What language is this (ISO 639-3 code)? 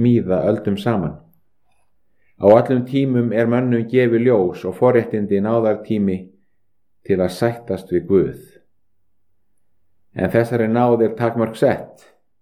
isl